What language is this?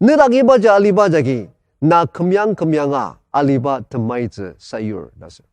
Ao Naga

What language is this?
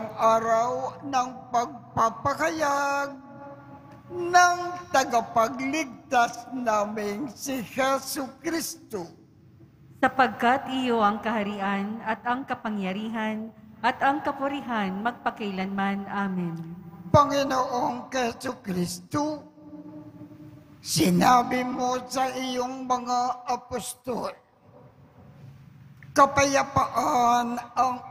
Filipino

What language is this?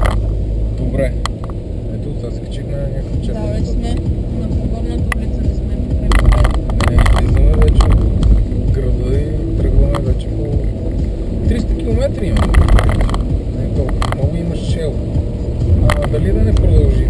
Bulgarian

